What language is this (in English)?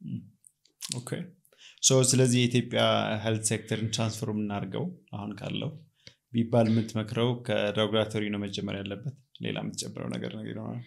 Amharic